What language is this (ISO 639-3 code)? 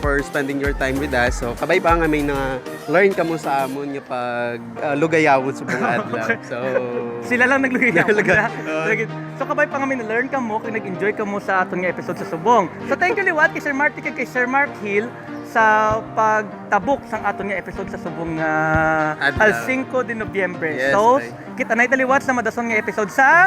hil